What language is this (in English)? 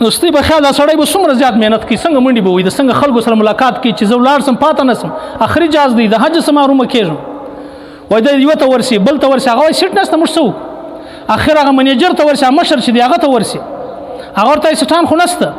Pashto